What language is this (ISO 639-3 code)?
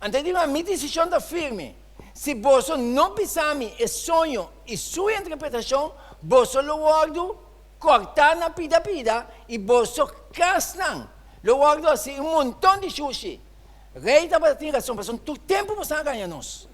pap